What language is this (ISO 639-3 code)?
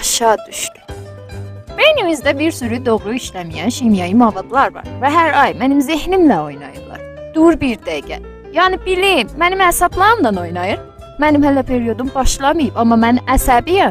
azb